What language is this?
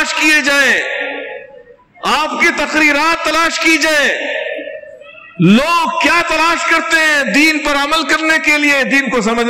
Urdu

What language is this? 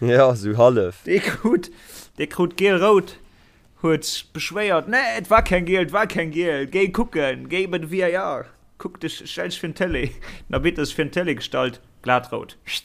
Luxembourgish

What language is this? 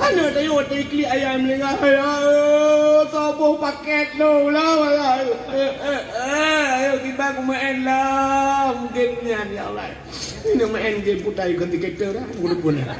Achinese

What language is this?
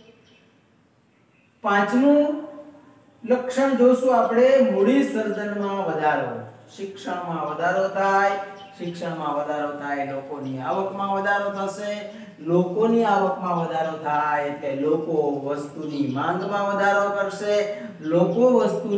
Gujarati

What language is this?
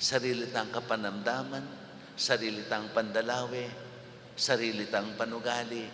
Pampanga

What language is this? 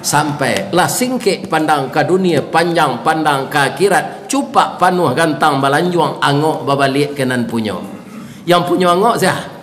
Minangkabau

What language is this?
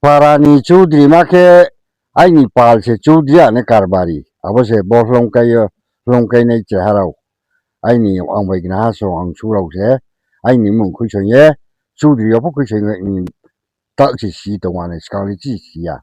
Riang (India)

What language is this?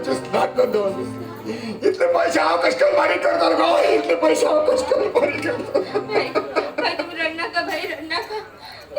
Konkani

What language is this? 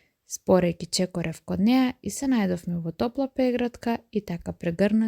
Macedonian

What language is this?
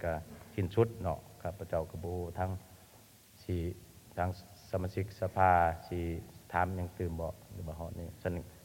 Lao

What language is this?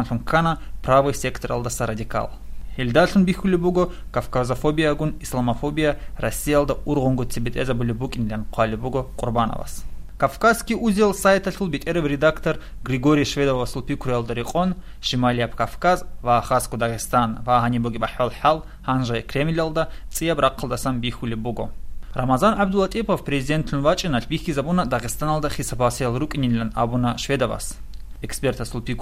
Avaric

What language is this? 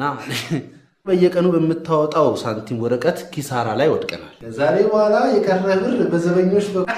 Amharic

